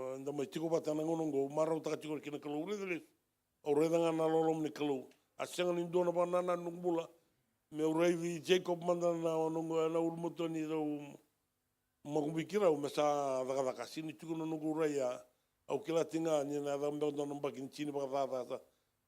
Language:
Fijian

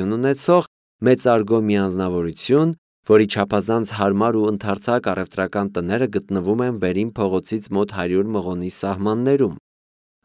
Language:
Armenian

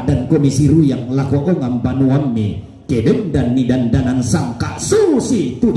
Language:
Toraja-Sa'dan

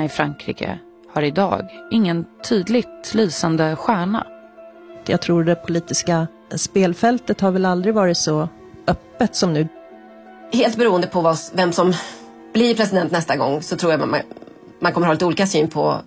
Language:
Swedish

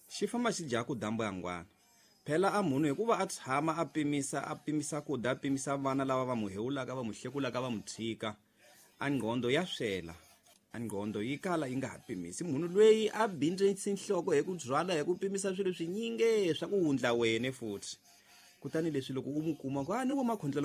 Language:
Tsonga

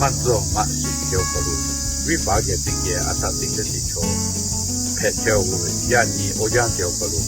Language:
Lahu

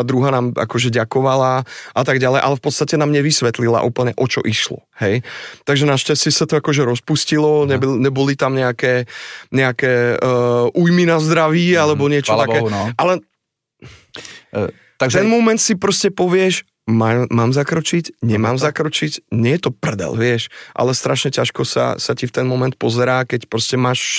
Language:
Slovak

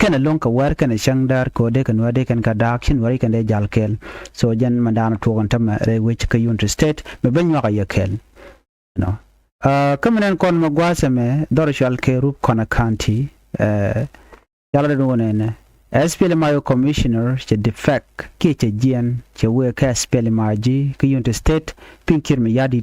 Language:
Nuer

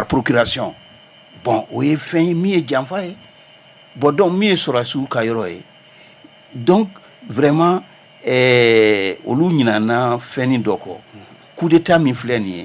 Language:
Bambara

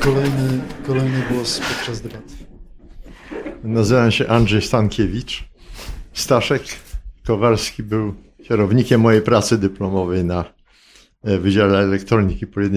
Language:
Polish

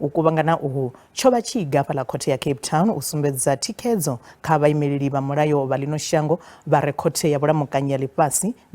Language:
Venda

